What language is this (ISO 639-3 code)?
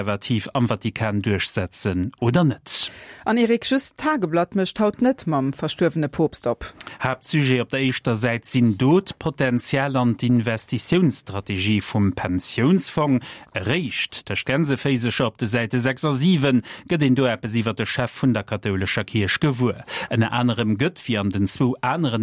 ltz